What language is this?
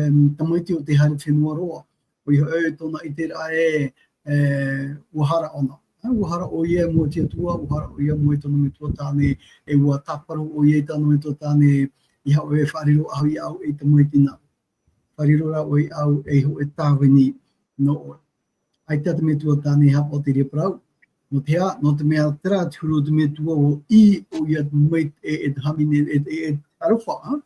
Tahitian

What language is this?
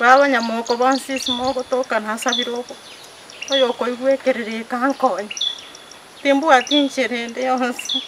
Gusii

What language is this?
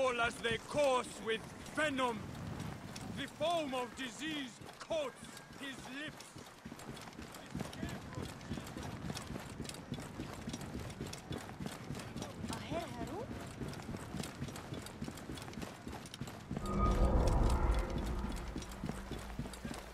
English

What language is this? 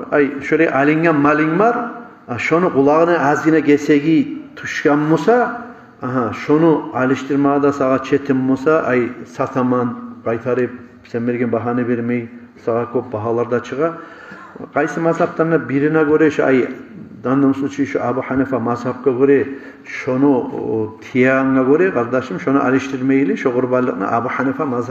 Kumyk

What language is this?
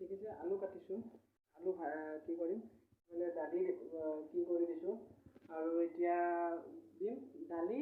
Assamese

